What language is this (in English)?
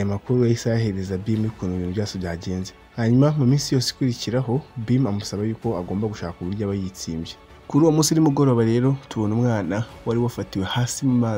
Kinyarwanda